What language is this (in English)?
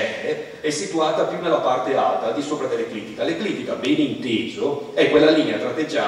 Italian